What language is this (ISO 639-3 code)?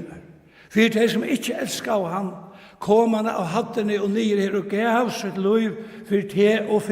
fao